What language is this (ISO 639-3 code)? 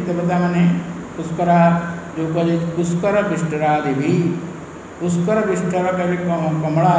ori